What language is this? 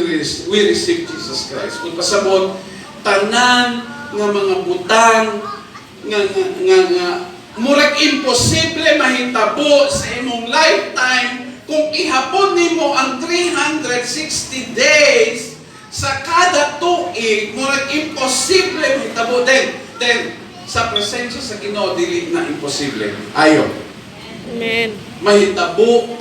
Cebuano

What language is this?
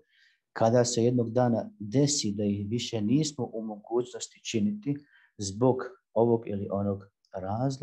Bosnian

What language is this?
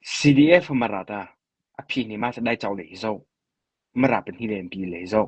Mara Chin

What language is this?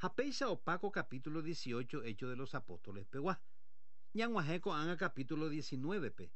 Guarani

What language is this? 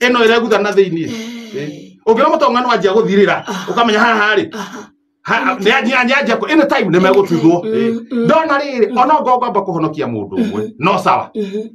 Kikuyu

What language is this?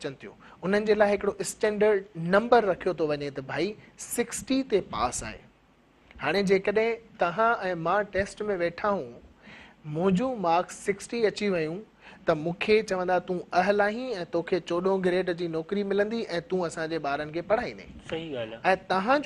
Sindhi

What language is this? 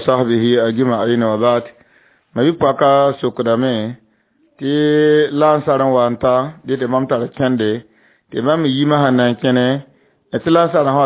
Mossi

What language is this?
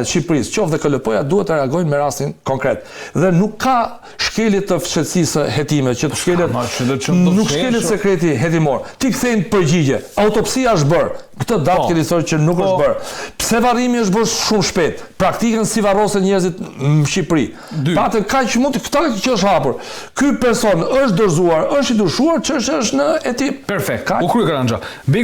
Albanian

